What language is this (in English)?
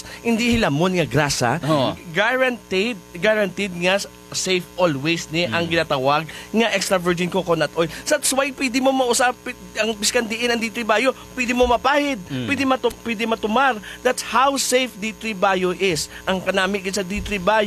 Hiligaynon